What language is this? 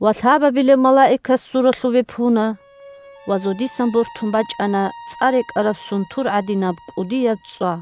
Avaric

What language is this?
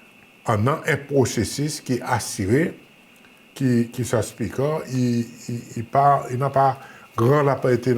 Seselwa Creole French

